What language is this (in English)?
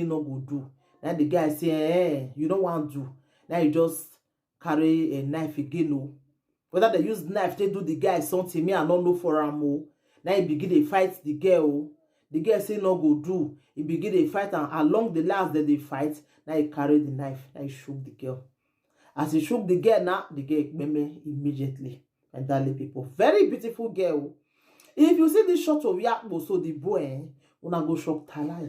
Nigerian Pidgin